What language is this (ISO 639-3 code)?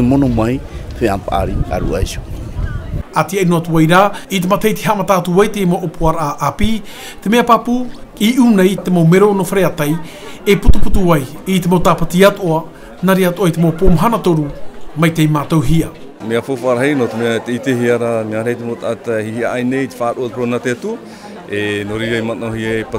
tah